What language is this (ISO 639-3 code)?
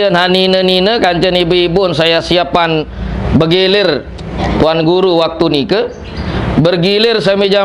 sas